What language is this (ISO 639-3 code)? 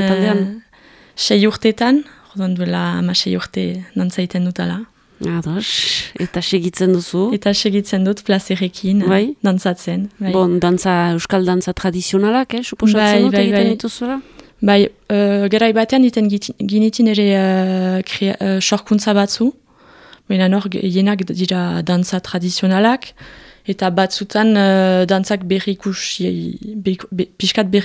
eus